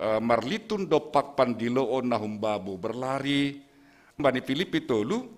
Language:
Batak Simalungun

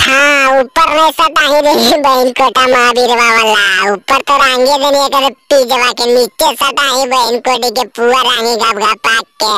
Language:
Magahi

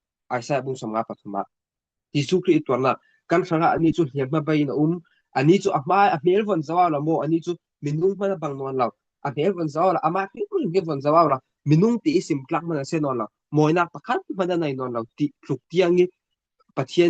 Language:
Falam Chin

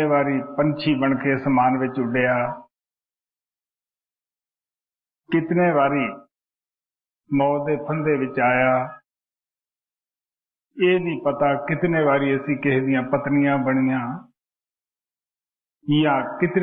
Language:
Punjabi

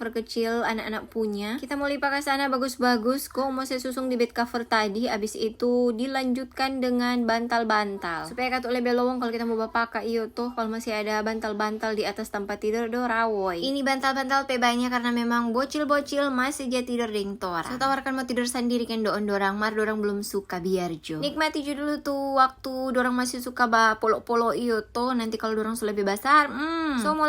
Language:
Manado Malay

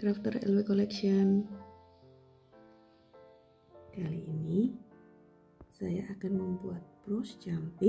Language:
Indonesian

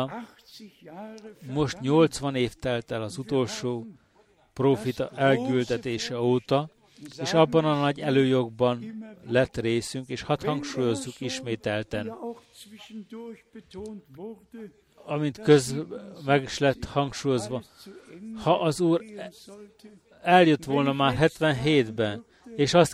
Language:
Hungarian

